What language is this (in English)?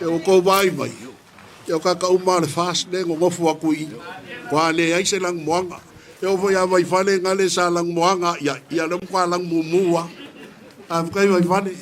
Samoan